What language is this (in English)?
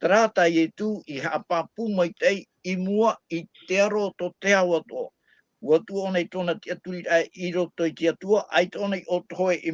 Tahitian